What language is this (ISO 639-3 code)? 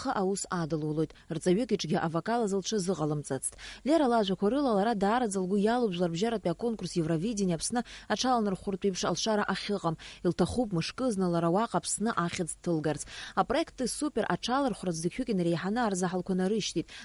abk